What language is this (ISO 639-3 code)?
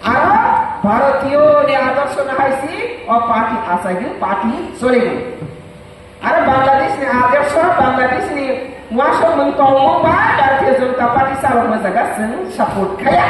ria